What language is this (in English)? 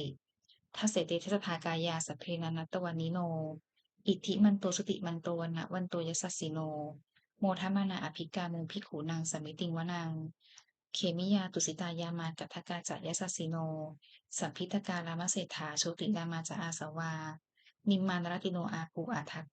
Pali